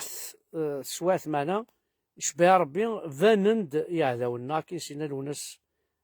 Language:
Kabyle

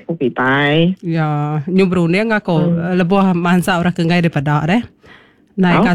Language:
Iban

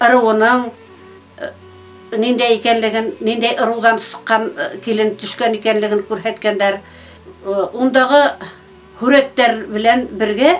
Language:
Bashkir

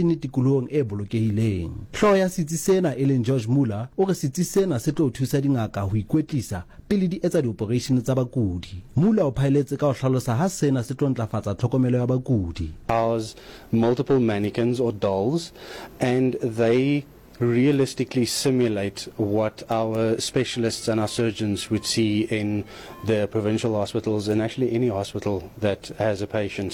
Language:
Southern Sotho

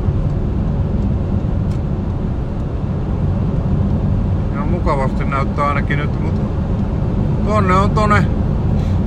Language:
Finnish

